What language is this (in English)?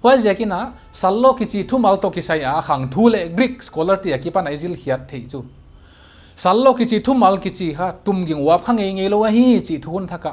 Paite Chin